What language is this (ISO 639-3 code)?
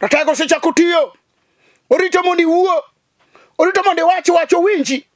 luo